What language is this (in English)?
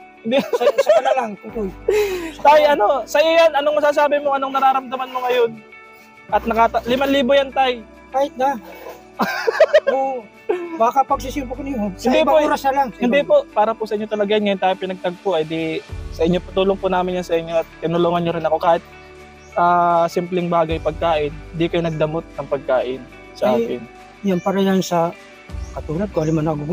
Filipino